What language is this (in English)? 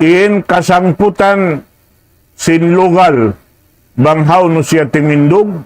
Tausug